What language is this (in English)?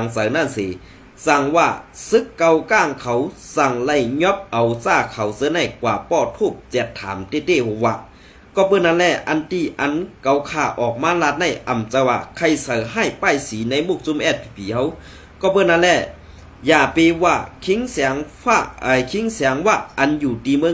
Shan